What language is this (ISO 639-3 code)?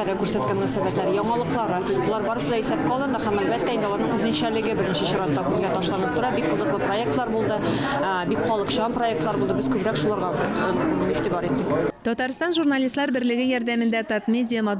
tat